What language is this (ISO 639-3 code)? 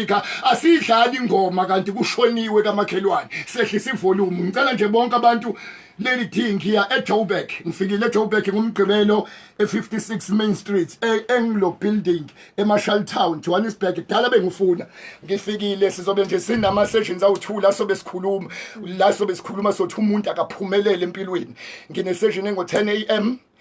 zul